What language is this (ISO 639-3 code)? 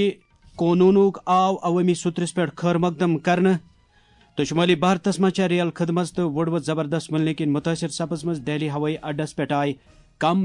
kas